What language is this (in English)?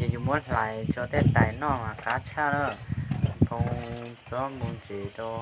Hmong